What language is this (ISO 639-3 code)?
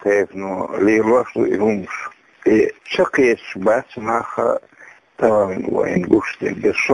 che